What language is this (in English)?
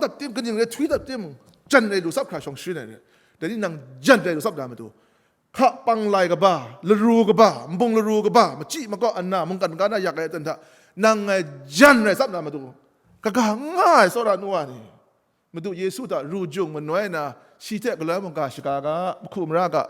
Kachin